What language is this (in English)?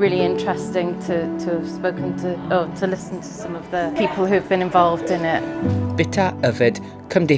Welsh